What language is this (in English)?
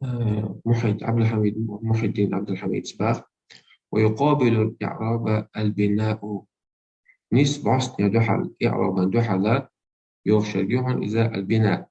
Chechen